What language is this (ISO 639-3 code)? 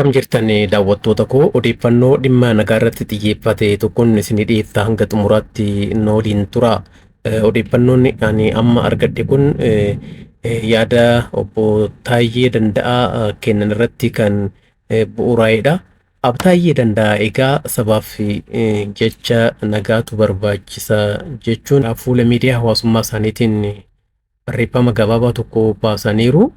orm